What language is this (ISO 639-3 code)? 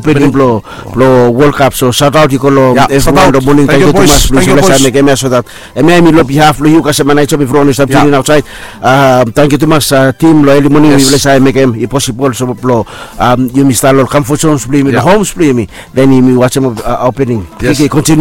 bis